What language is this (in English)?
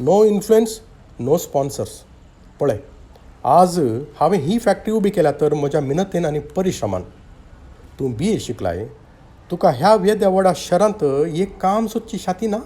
Konkani